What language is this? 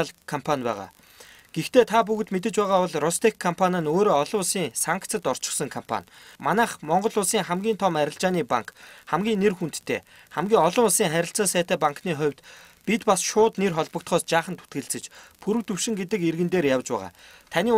Mongolian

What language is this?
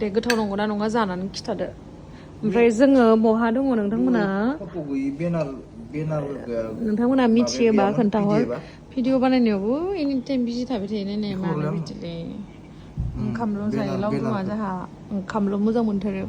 Bodo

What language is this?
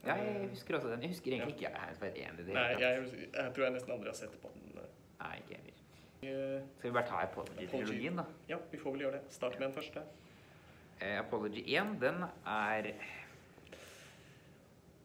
Norwegian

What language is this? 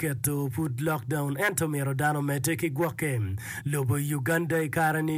Acoli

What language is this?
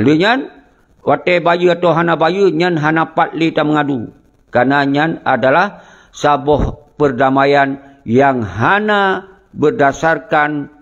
Achinese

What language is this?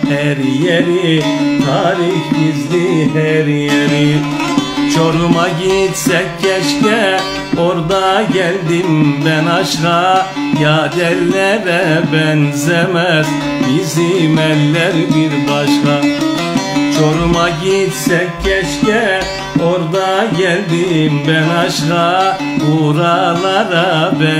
Turkish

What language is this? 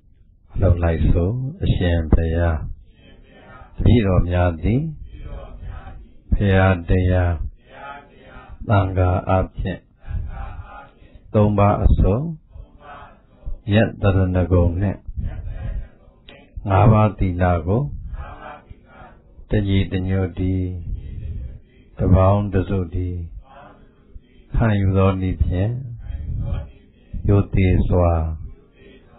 Burmese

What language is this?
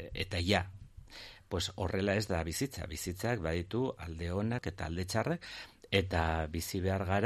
Basque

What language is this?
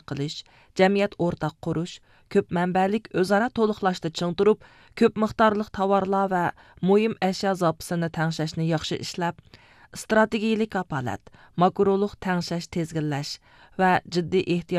Uyghur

